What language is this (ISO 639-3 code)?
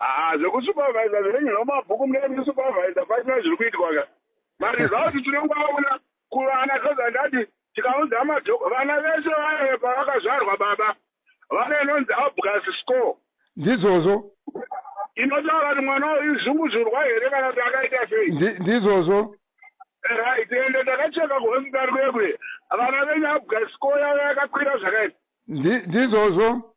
sna